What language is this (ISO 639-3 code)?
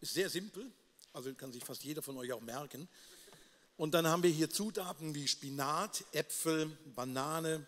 gsw